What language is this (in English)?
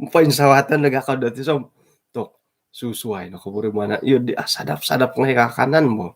Central Dusun